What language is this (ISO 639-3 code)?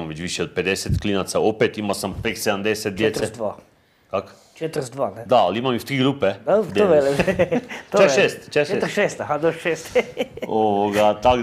hrv